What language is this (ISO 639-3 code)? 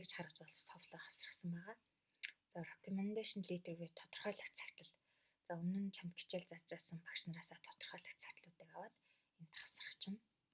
mon